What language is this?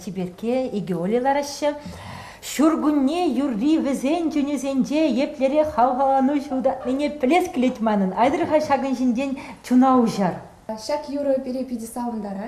Chuvash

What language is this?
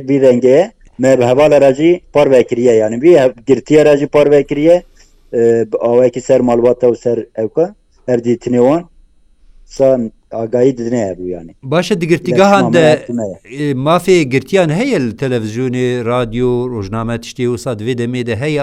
Kurdish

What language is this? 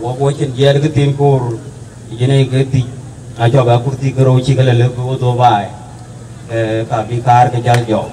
Dinka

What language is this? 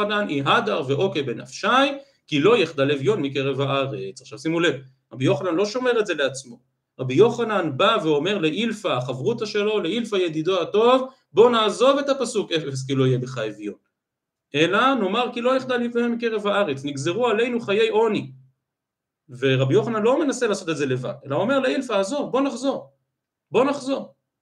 Hebrew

